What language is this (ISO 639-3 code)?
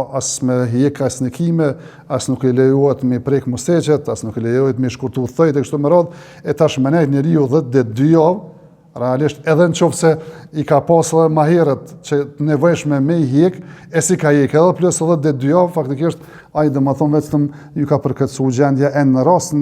sqi